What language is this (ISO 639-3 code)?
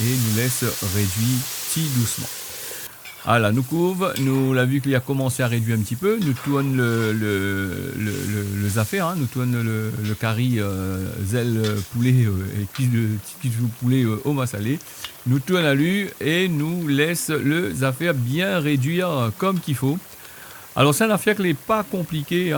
rcf